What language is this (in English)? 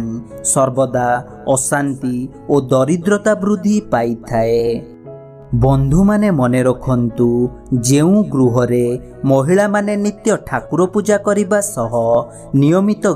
Odia